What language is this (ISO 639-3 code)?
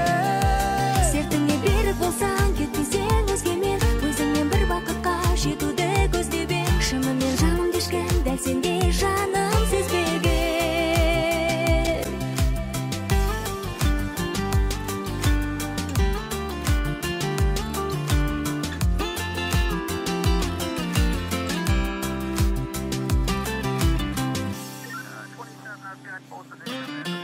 kaz